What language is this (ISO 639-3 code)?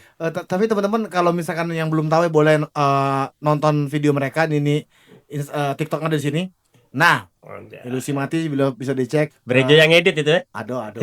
mui